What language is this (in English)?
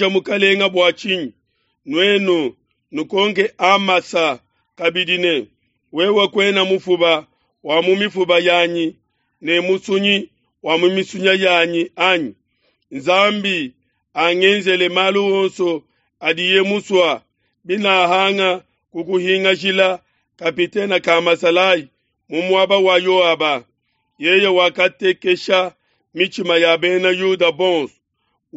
Luba-Lulua